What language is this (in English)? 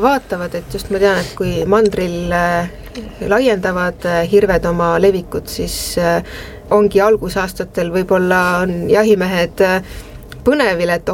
Estonian